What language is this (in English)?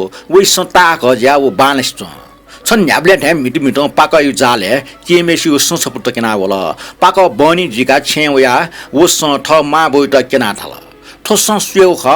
Newari